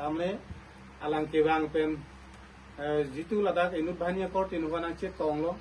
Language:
Karbi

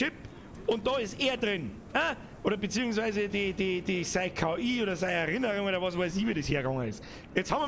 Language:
Bavarian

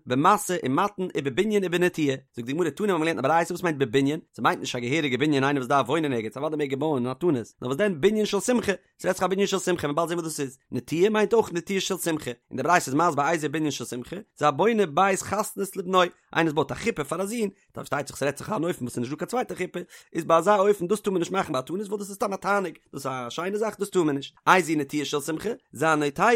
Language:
Yiddish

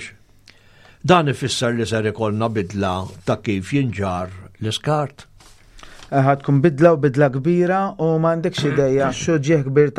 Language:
Maltese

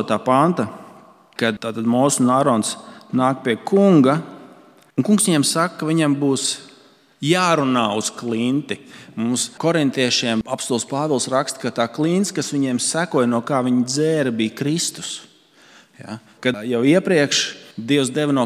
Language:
Latvian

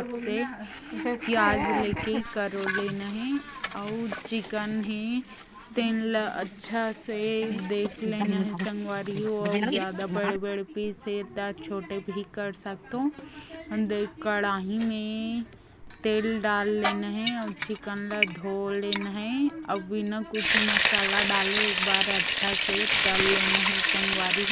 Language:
Chhattisgarhi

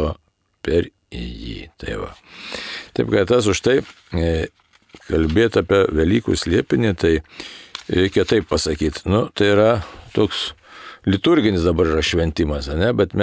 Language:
Lithuanian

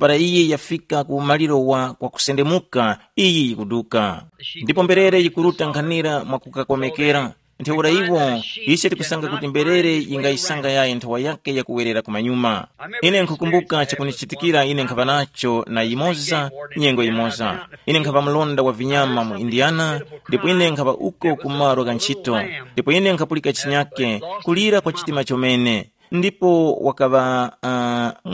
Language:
Tumbuka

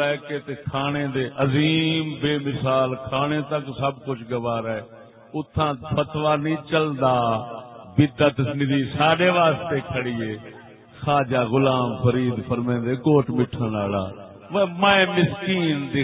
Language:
Saraiki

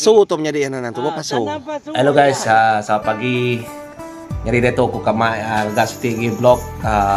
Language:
Iban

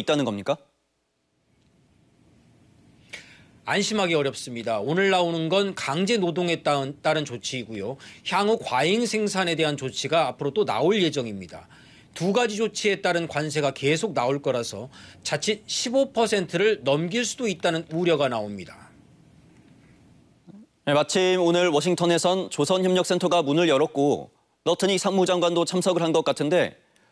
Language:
Korean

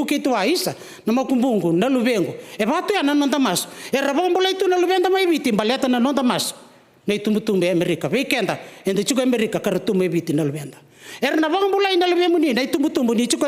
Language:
Fijian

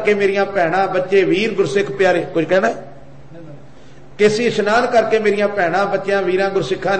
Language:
Punjabi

